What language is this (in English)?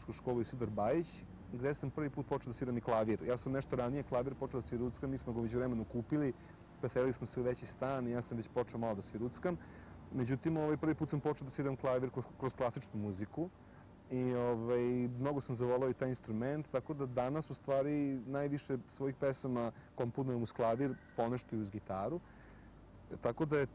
Serbian